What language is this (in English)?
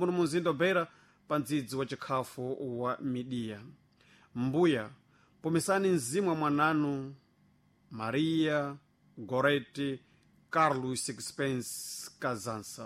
Sena